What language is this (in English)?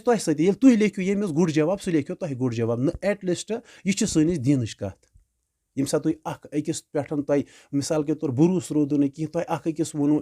Kashmiri